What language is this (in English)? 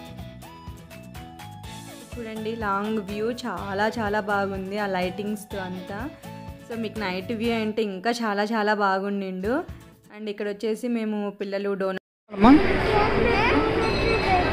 Telugu